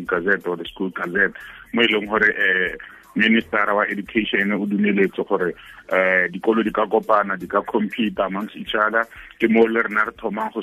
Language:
Tswana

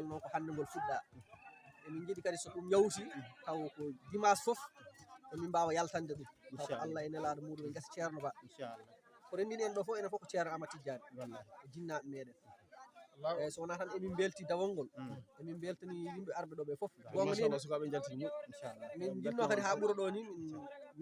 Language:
Fula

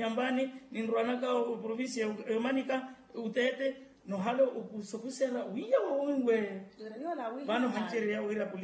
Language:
Makhuwa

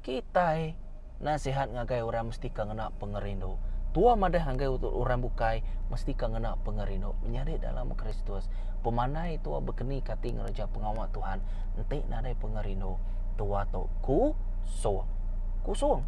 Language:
Iban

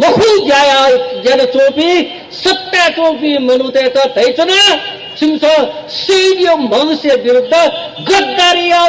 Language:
Newari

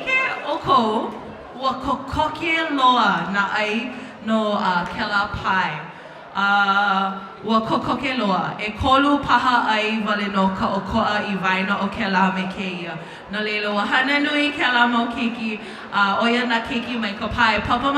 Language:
Hawaiian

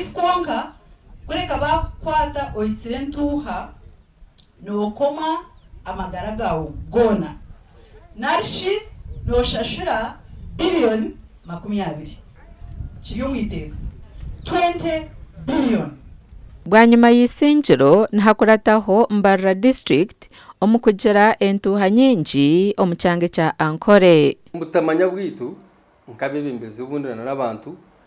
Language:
Nyankole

